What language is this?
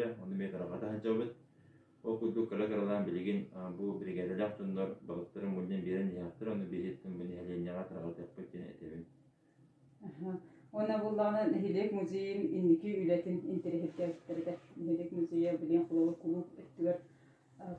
Yakut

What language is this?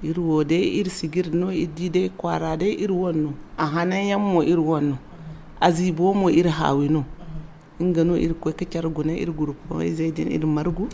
Zarma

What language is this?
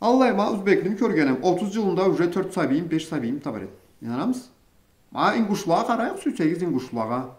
Karachay-Balkar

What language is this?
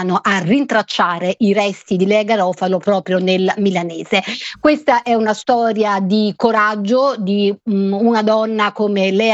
Italian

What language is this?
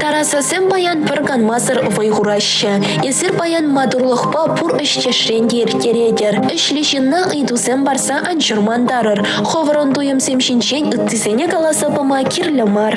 Chuvash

